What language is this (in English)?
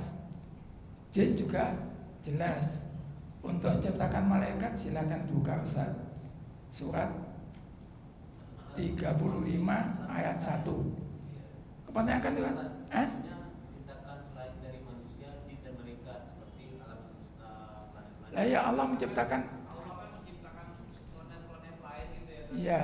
Indonesian